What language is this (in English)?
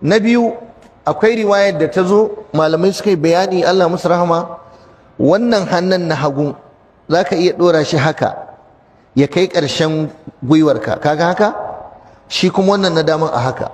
Hausa